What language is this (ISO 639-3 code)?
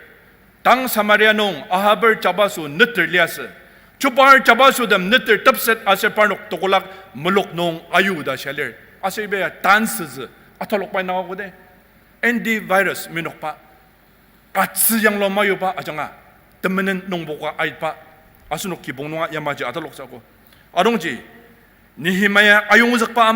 njo